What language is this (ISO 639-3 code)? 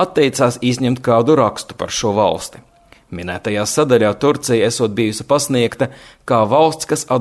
lav